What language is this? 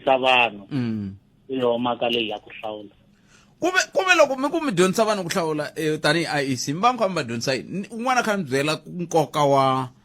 Tsonga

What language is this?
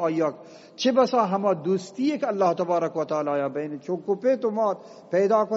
Eastern Balochi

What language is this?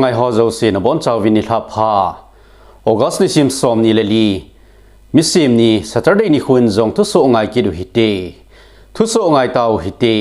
Thado Chin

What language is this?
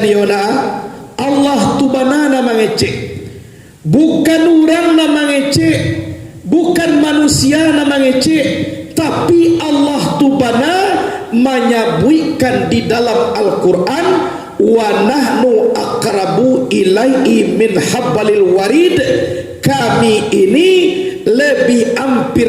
Minangkabau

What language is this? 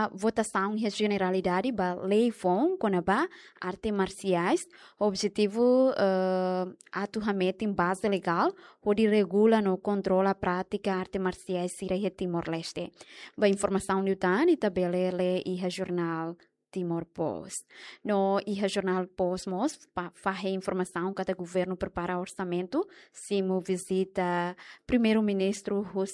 Tetum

